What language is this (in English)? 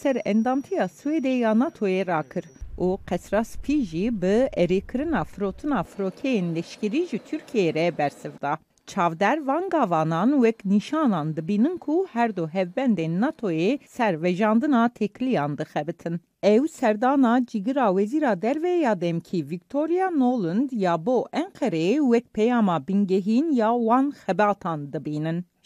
Kurdish